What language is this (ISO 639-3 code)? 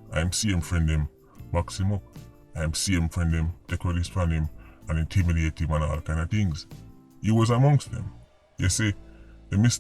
jam